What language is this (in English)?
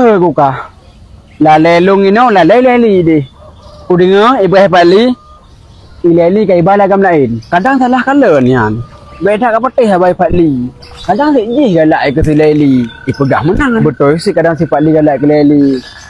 Achinese